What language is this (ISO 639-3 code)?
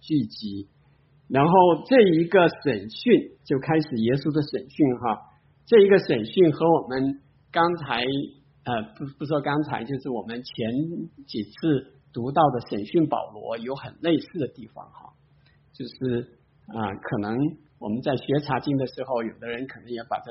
zho